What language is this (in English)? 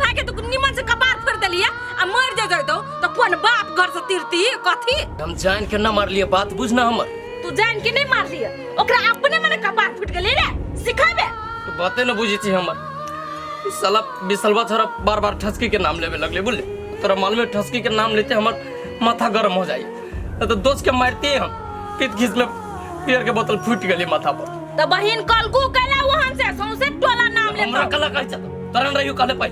Maithili